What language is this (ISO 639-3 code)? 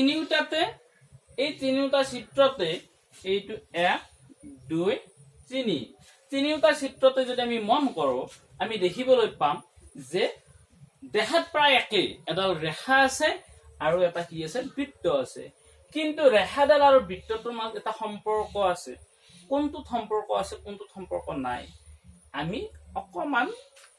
asm